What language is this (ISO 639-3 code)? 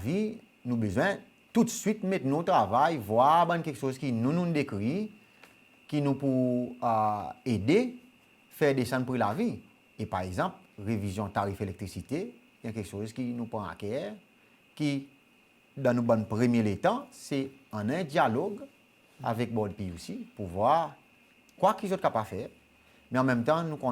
crs